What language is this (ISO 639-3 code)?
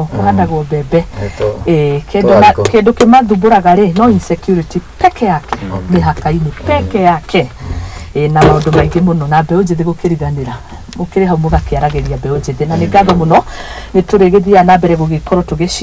kik